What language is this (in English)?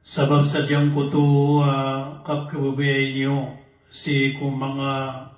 Maranao